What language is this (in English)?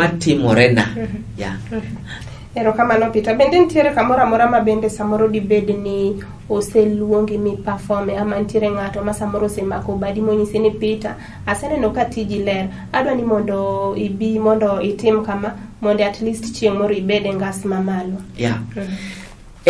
Luo (Kenya and Tanzania)